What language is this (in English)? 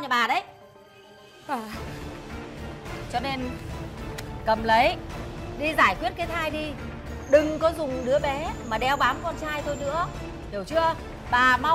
Vietnamese